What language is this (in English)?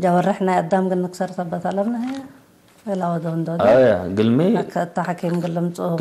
Tigre